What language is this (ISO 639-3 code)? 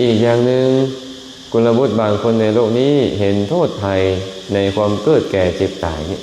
lao